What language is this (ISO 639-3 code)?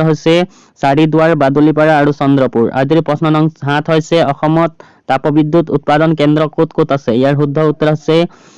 asm